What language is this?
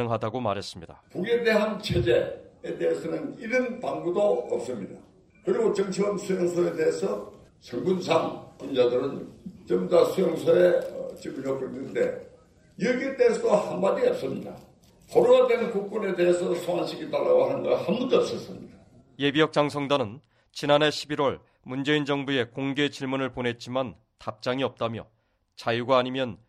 Korean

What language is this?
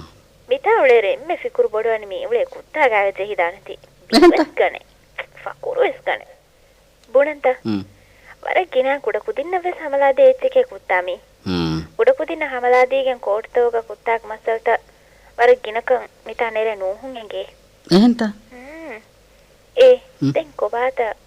Divehi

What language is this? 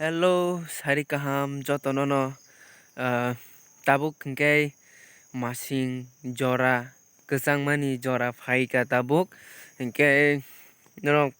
Kok Borok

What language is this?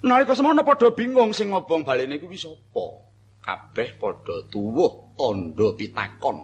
Javanese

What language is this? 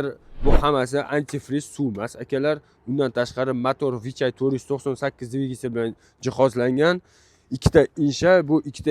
Uzbek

